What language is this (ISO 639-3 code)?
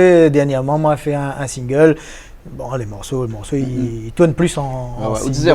rcf